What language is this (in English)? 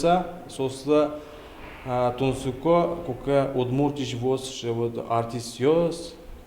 Udmurt